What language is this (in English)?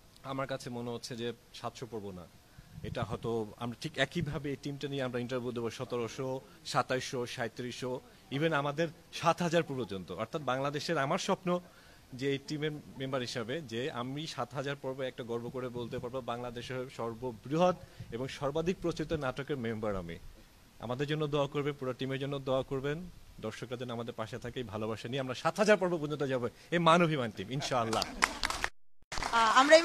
Bangla